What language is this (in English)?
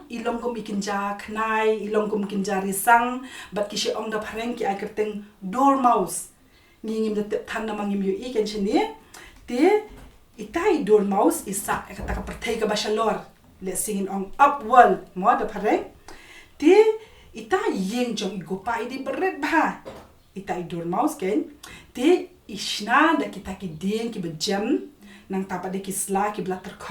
Khasi